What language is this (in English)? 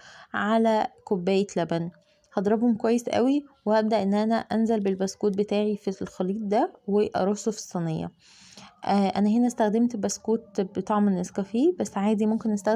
Egyptian Arabic